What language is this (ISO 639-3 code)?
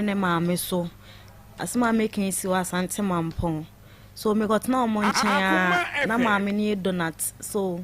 aka